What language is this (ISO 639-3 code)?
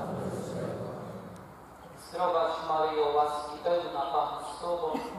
pol